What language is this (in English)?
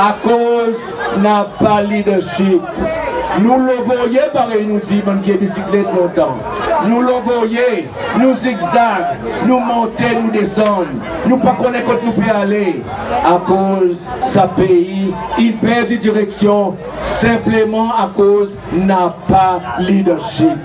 Seselwa Creole French